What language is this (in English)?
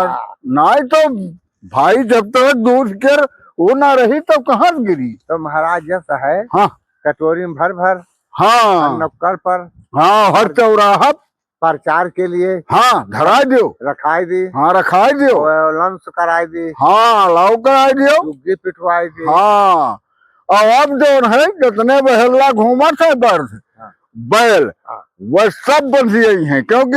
Awadhi